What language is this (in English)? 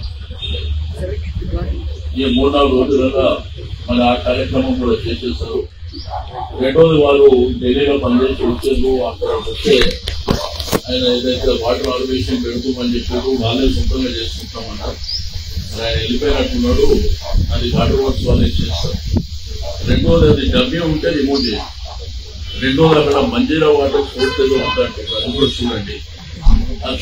Telugu